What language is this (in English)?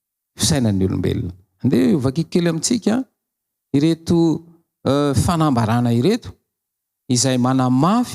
Malagasy